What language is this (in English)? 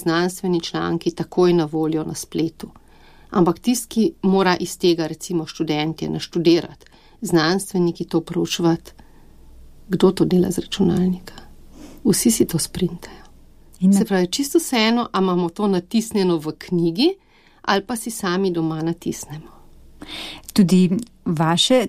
Slovenian